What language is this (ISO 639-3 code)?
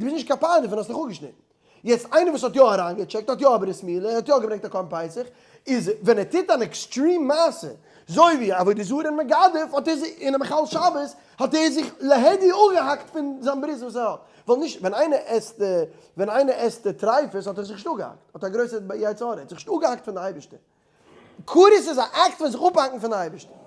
yid